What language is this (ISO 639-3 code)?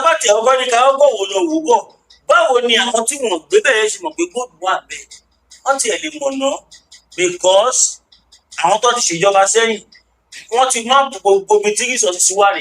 yor